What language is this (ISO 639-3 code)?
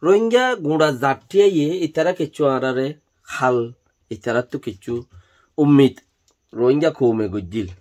rhg